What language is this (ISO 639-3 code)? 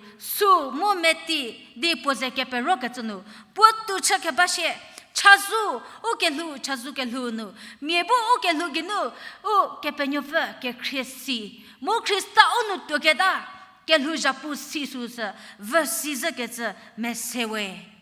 njm